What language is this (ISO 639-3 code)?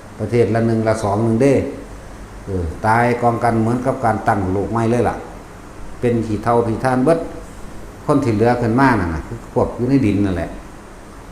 tts